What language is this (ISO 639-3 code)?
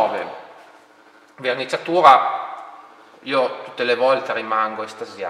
ita